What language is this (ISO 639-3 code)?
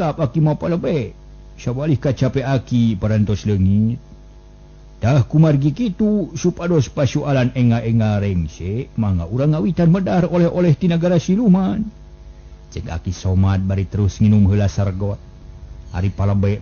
sun